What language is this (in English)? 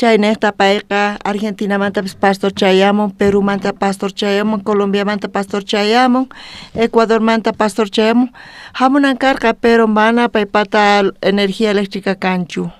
South Bolivian Quechua